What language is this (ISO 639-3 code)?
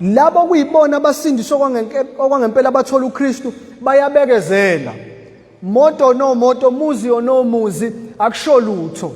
zul